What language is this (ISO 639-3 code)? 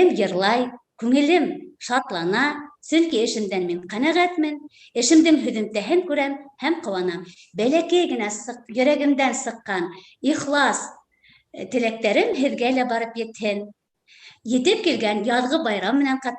bak